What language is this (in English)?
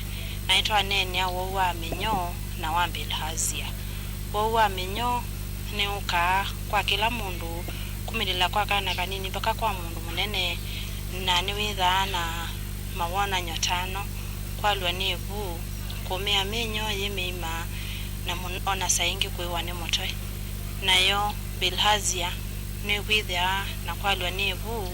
Kamba